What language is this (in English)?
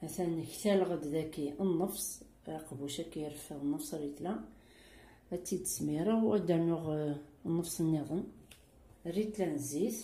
Kabyle